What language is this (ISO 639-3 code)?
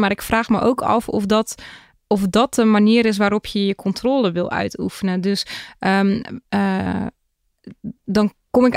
nld